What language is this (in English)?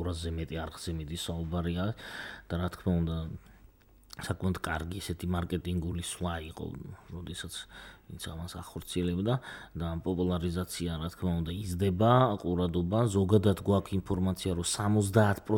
Georgian